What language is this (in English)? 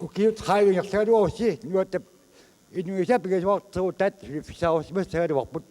Kalaallisut